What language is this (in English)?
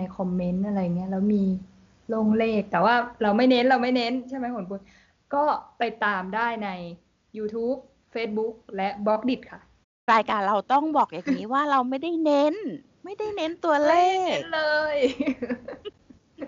Thai